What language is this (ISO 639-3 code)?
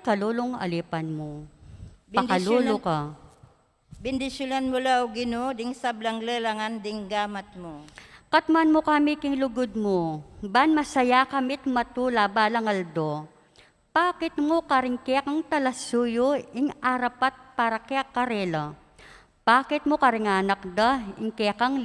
pam